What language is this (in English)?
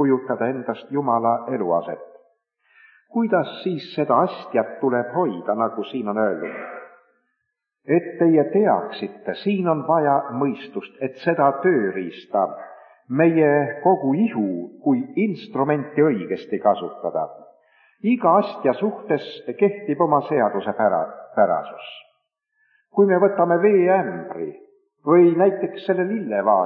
Estonian